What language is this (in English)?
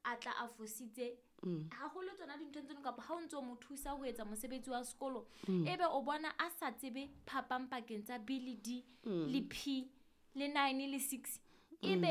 Southern Sotho